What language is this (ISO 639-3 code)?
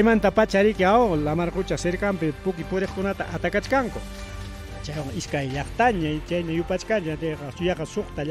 quy